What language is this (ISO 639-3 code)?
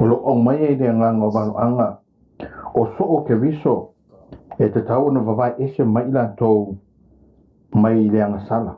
smo